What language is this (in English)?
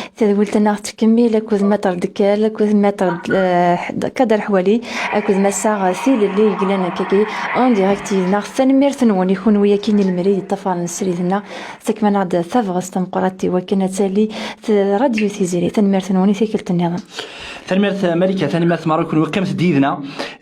Kabyle